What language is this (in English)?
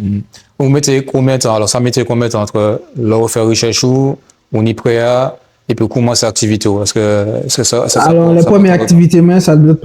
Guadeloupean Creole French